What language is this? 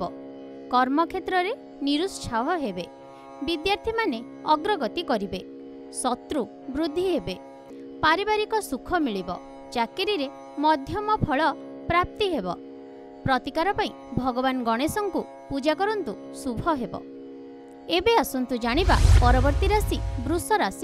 Odia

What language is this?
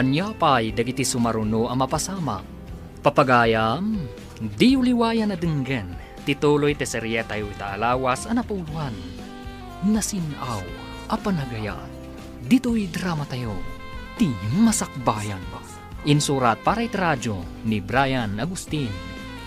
Iloko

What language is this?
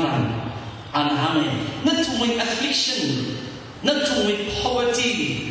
Tangkhul Naga (India)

